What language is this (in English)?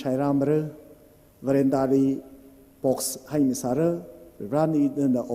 Tangkhul Naga (India)